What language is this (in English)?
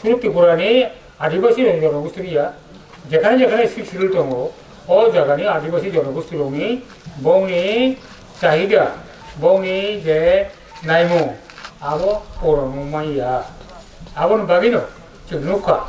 Kok Borok